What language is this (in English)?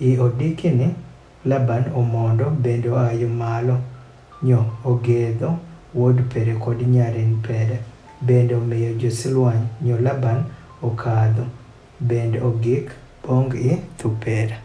Adhola